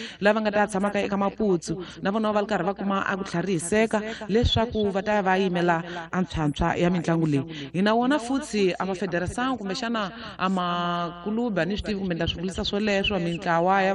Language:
Tsonga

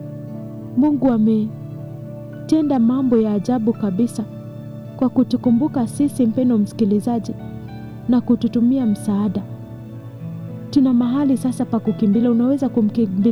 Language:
Swahili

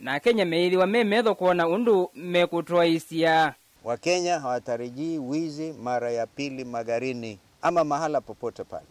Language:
Kamba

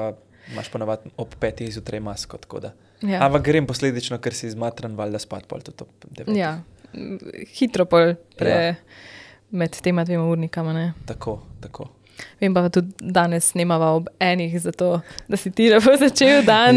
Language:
Slovenian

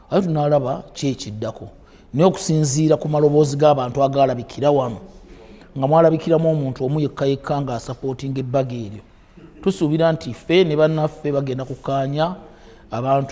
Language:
Ganda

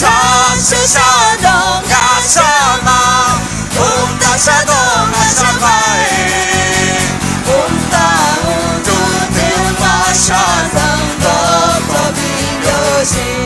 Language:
Akha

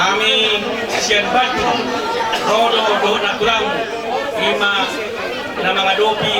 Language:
Batak Toba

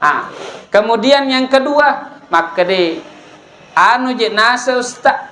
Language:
Buginese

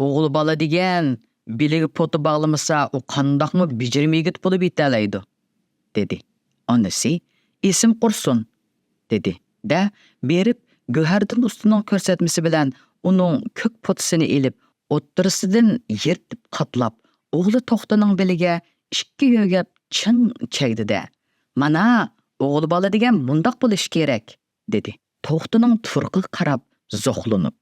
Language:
Uyghur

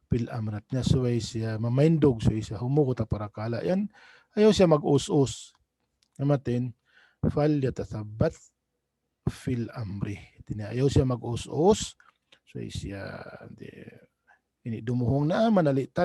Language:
Tausug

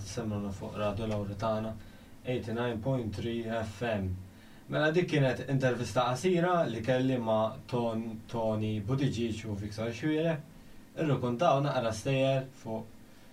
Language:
Maltese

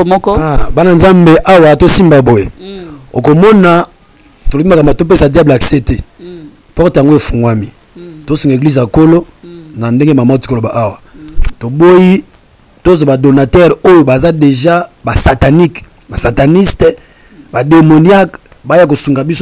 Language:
Lingala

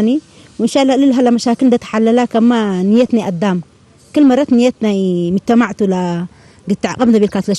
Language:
Tigre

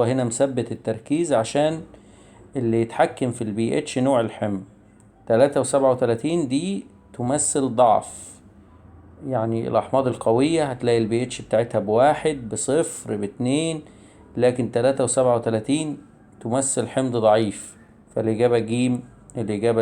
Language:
Egyptian Arabic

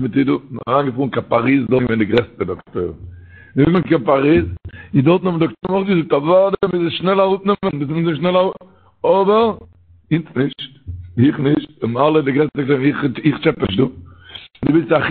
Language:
Yiddish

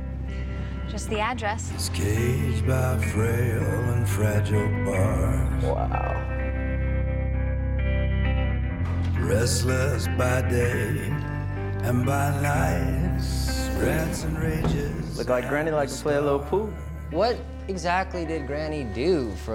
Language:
English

